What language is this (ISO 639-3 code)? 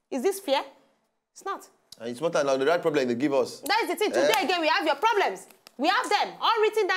pcm